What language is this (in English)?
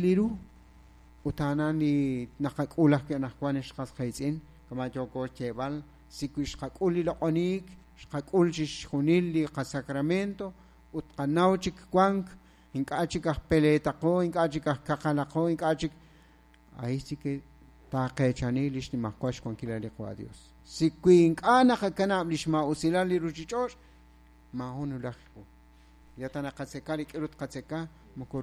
Kekchí